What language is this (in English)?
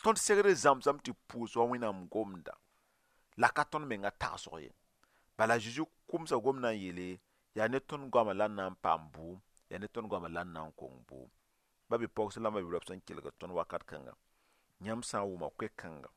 Mossi